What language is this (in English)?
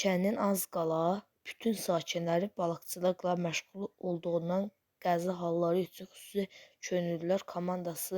Azerbaijani